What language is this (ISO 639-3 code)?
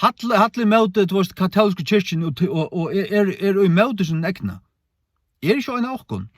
fao